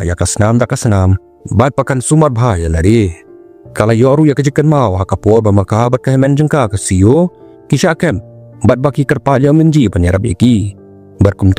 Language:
Khasi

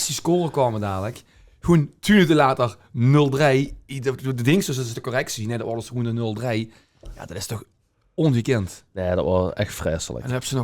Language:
Limburgish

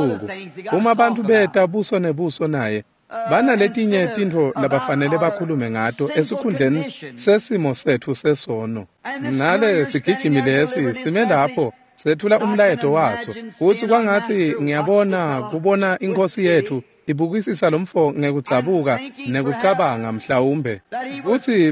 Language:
Swati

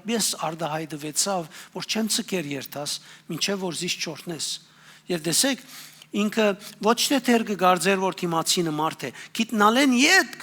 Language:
Western Armenian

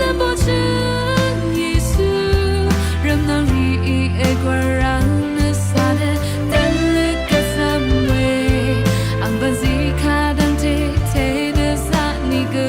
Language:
Rawang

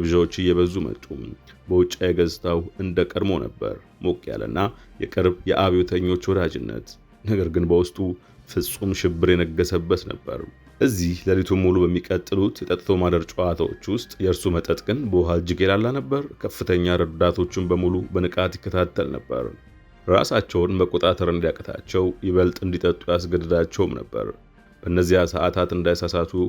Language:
Amharic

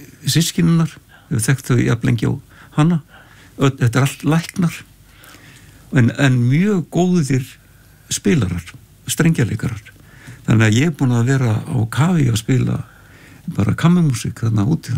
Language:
Icelandic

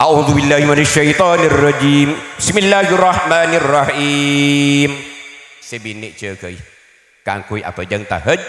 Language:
Madurese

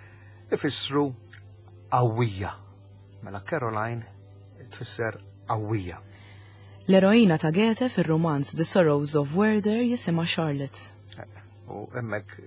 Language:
Maltese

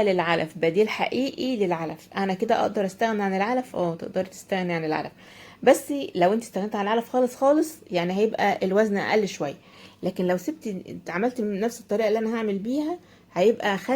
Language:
Egyptian Arabic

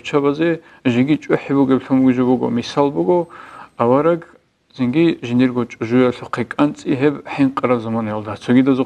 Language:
Avaric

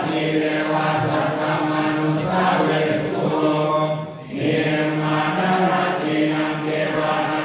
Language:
Pali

